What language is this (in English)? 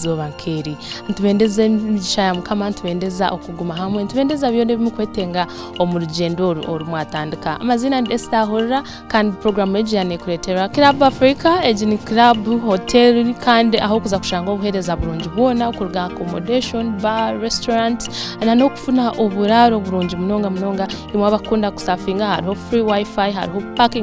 Nyankole